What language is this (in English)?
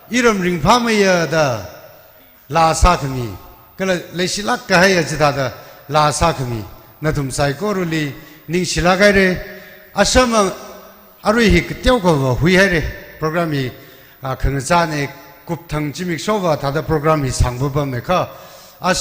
Tangkhul Naga (India)